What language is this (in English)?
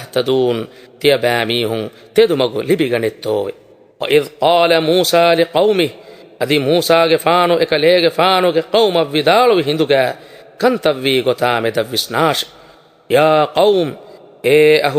Divehi